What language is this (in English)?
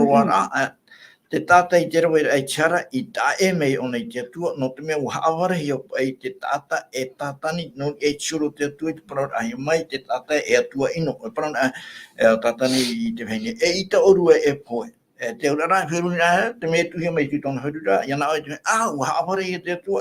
Tahitian